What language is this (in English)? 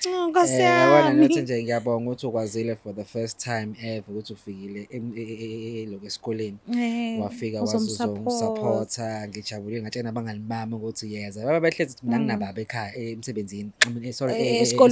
Zulu